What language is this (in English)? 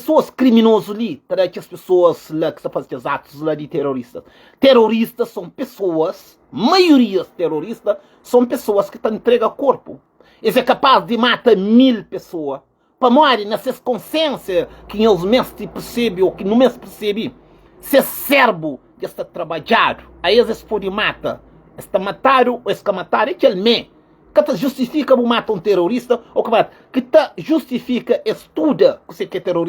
Kabuverdianu